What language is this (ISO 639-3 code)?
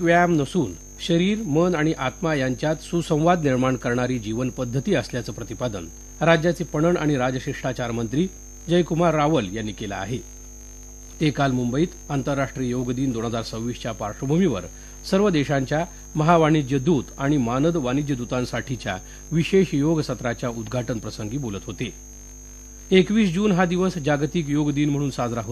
mar